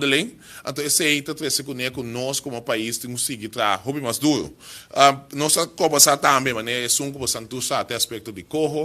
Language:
Papiamento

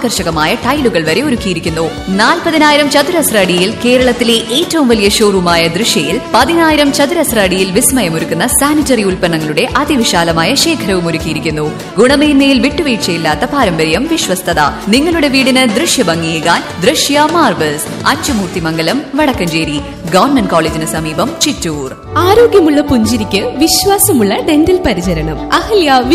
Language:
Malayalam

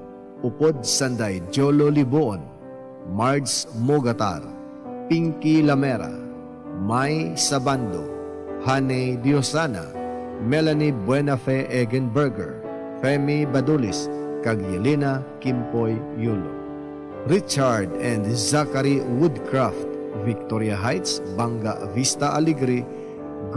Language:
Hiligaynon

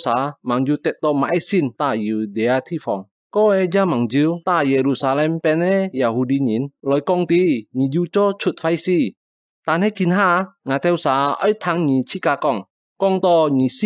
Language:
Hakka Chinese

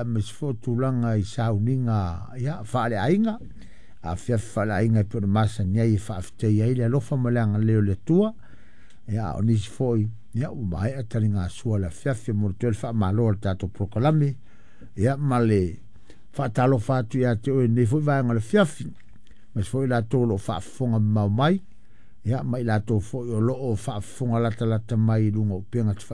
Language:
Samoan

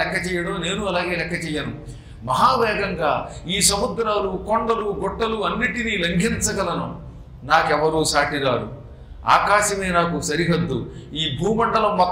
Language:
Telugu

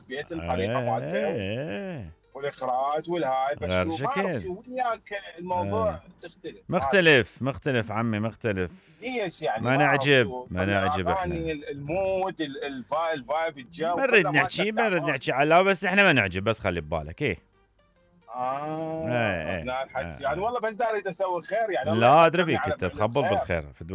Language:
Mesopotamian Arabic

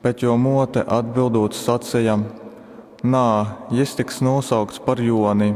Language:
Latgalian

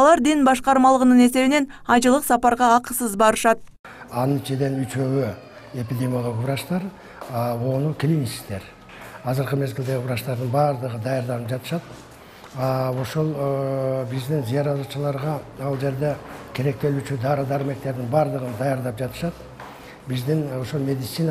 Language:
Kyrgyz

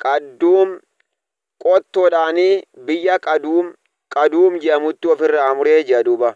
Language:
Oromo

